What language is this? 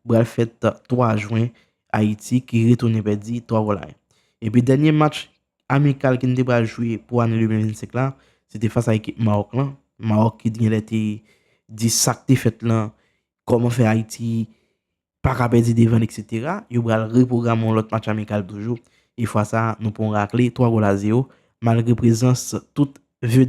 Haitian Creole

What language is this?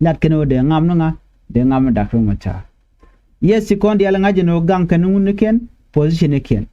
Nuer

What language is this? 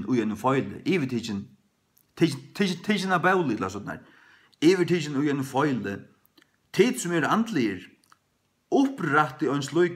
Faroese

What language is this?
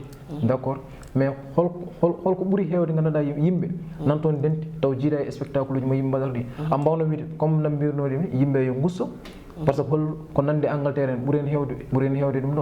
Fula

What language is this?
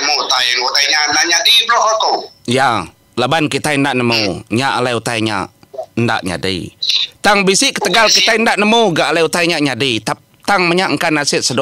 Iban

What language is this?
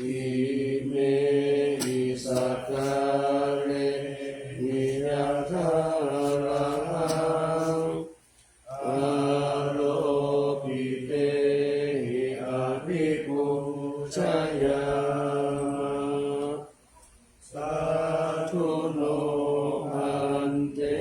Pali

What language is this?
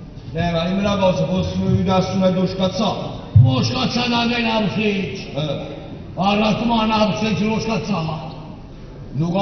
Neapolitan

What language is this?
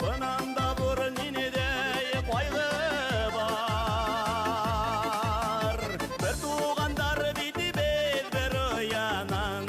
Bashkir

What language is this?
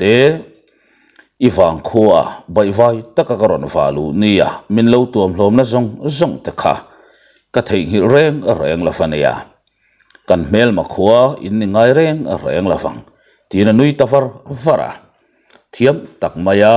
Mizo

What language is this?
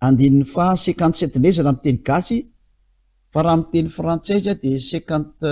Malagasy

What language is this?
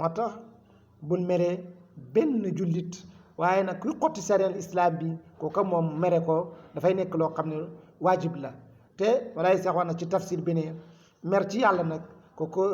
Wolof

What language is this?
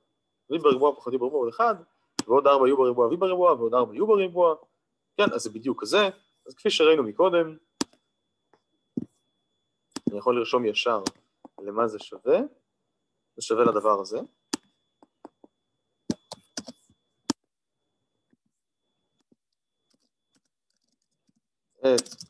Hebrew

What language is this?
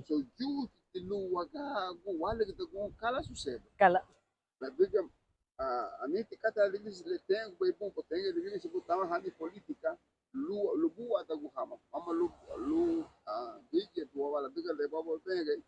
Garifuna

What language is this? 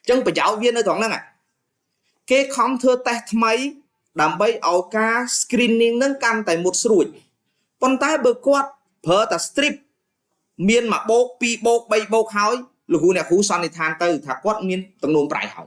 Khmer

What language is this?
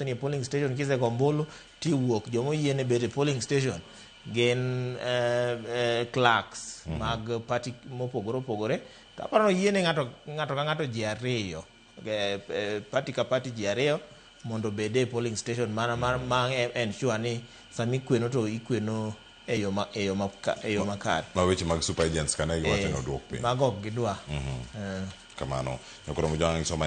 Luo (Kenya and Tanzania)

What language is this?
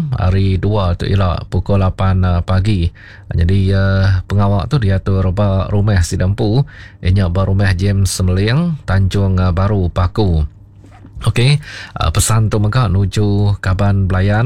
Iban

